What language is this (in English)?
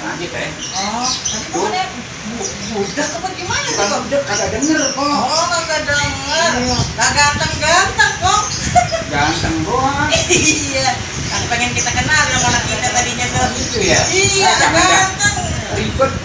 Betawi